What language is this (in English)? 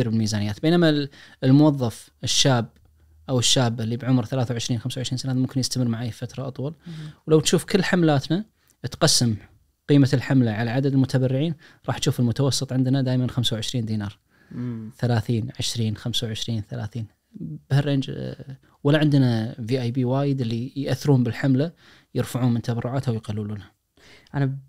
Najdi Arabic